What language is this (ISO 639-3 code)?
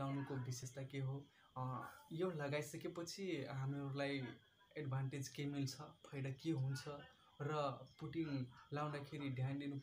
nep